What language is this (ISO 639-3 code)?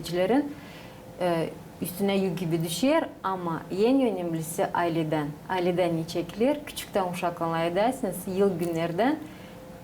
gag